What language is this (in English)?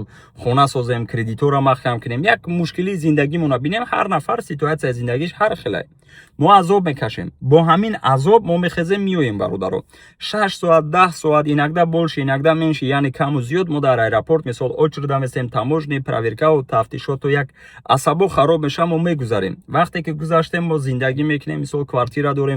Tajik